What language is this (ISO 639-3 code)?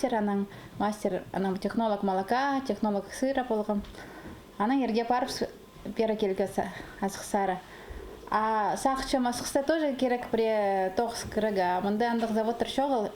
kjh